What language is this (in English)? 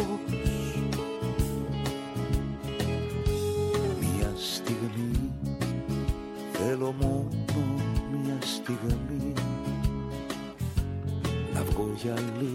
Greek